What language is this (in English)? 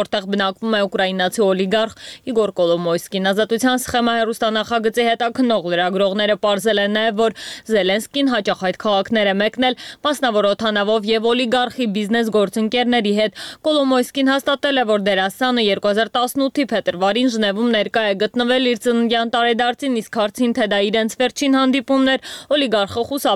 Armenian